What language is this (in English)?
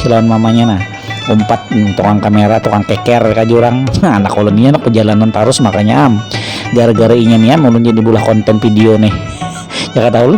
Banjar